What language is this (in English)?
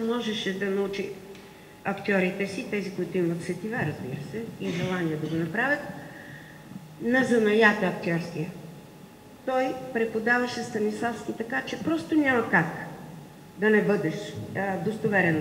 Bulgarian